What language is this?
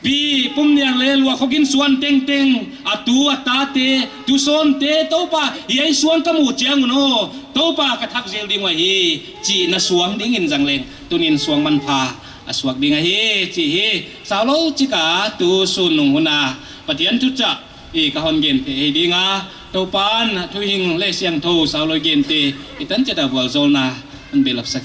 Paite Chin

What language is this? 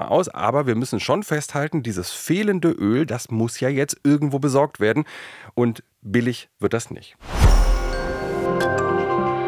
German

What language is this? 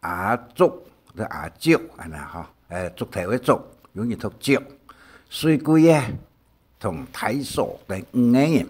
Hakka Chinese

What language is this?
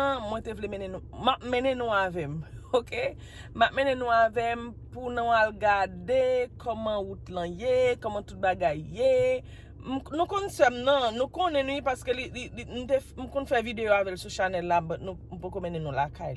Haitian Creole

